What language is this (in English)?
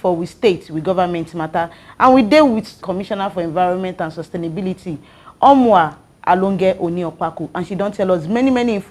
Nigerian Pidgin